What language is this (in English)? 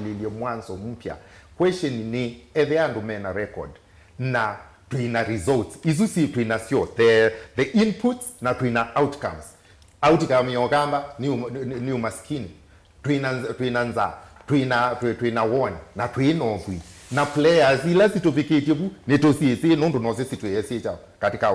Kamba